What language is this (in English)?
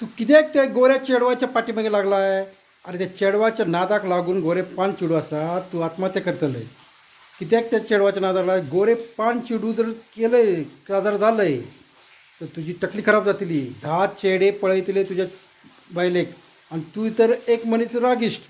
Konkani